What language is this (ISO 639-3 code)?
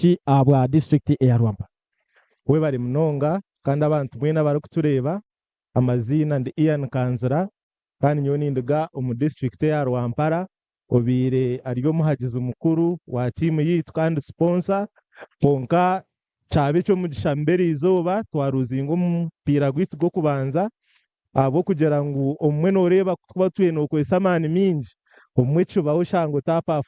nyn